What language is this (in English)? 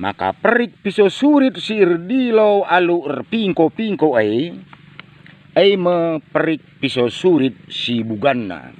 Batak Karo